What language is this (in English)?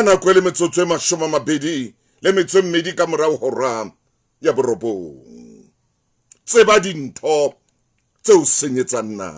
Southern Sotho